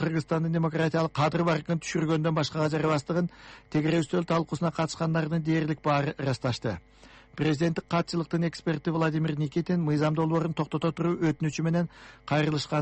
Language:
Kyrgyz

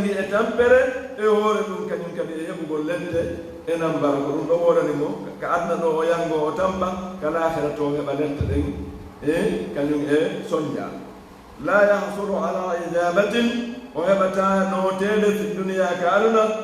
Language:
Fula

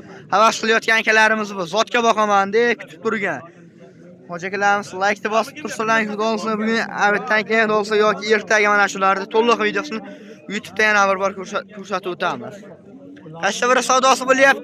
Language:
Uzbek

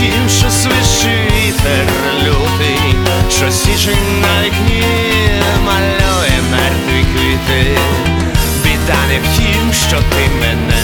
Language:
Ukrainian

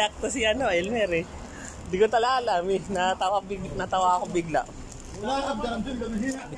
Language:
Filipino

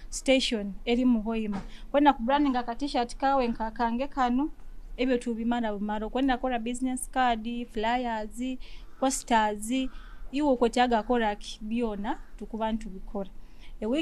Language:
Nyoro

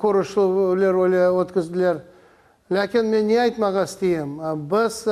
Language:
Crimean Tatar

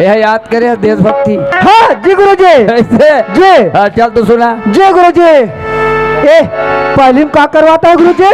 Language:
Chhattisgarhi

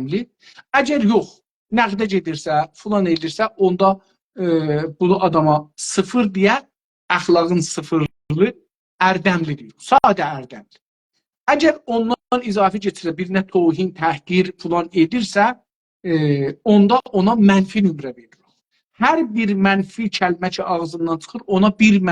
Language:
South Azerbaijani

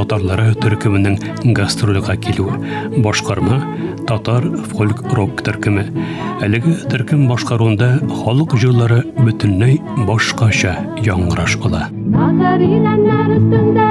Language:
Tatar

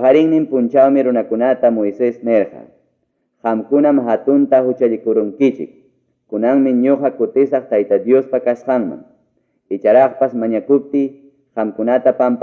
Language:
Ayacucho Quechua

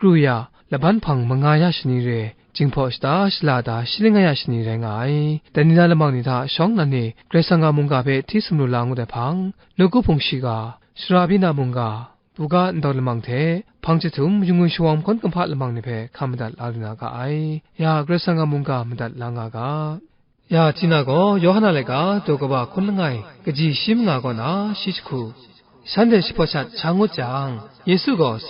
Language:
Kachin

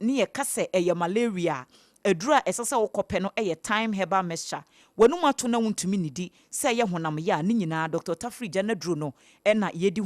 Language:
Akan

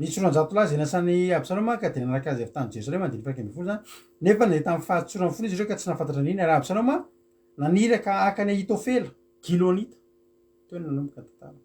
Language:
Malagasy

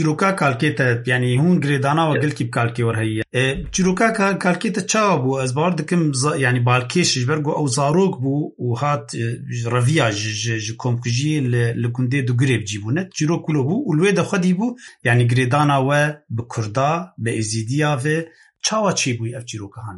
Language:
Kurdish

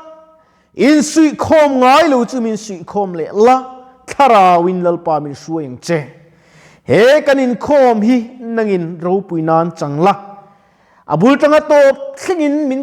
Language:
Mizo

